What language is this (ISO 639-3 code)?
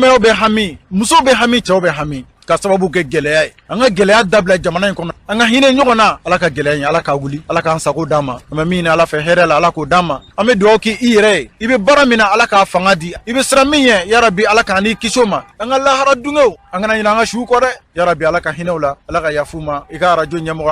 bam